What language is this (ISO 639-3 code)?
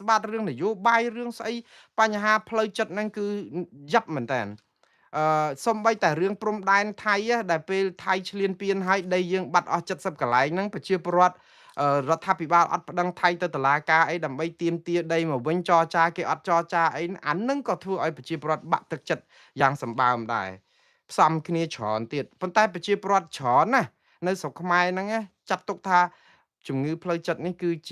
khm